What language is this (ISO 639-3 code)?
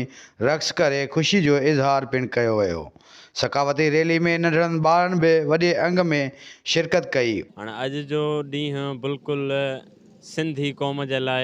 snd